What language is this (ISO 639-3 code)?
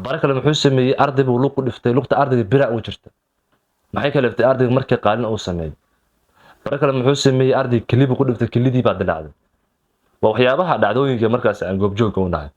som